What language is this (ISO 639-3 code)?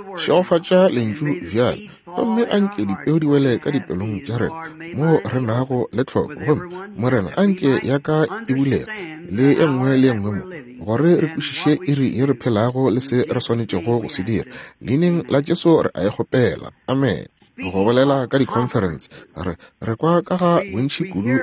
nso